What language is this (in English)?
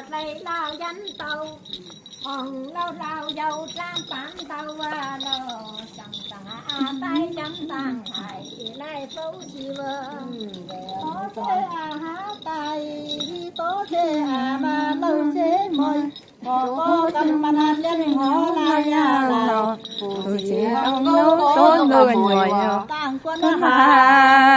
Zhuang